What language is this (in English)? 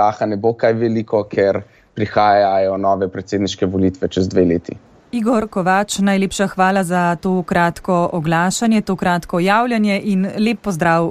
Slovenian